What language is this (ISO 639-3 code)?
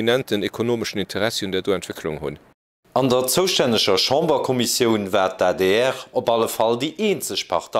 ltz